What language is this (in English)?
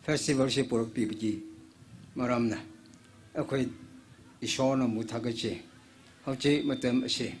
Tangkhul Naga (India)